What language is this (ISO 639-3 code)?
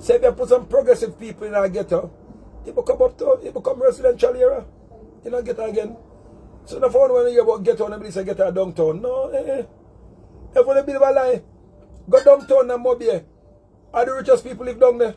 jam